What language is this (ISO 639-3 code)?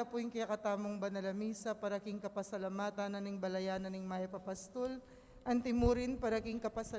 pam